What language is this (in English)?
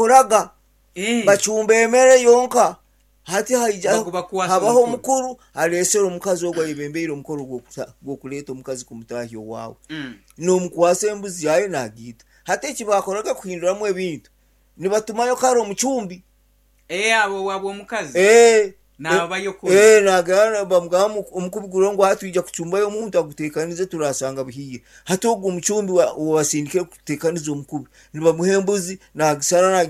Nyankole